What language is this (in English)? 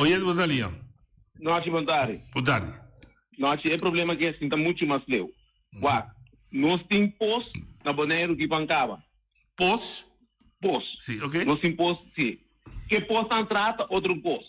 Papiamento